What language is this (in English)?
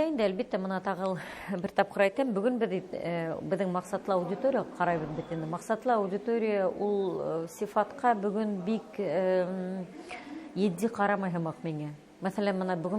Bashkir